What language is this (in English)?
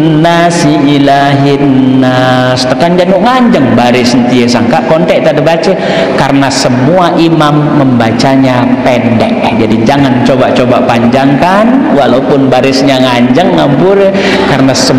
Sasak